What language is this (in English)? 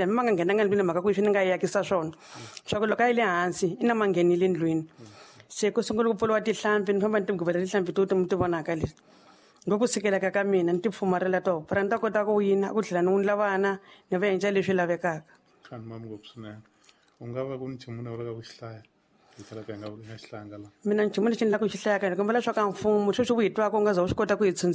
Tsonga